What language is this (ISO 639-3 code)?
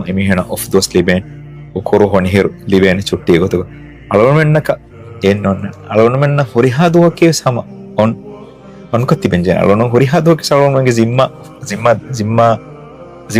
div